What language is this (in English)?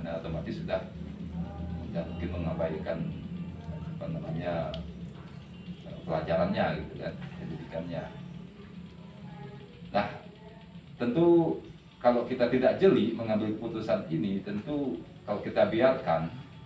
Indonesian